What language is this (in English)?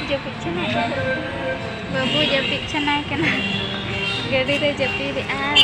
Santali